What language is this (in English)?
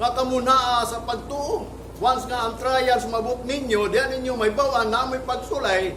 Cebuano